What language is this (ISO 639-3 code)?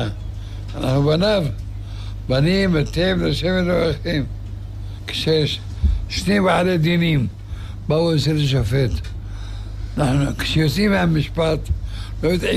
heb